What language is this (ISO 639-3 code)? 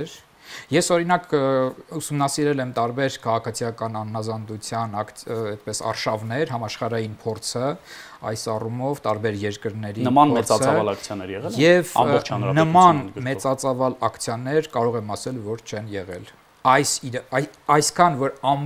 hye